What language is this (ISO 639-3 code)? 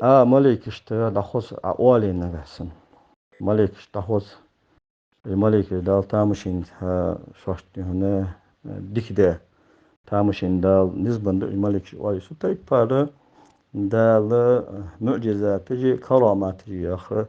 inh